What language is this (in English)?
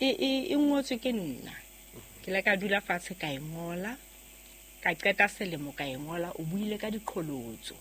Southern Sotho